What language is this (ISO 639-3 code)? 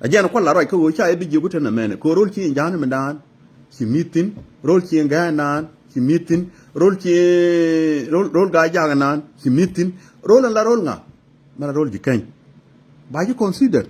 nus